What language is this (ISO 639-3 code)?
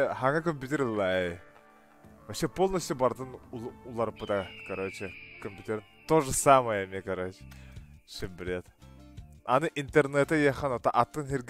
sah